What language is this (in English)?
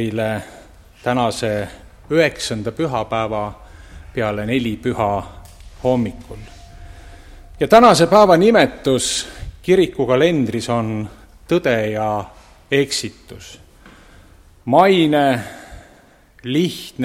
Estonian